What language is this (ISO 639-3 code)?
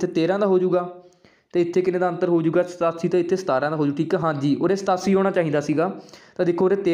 pan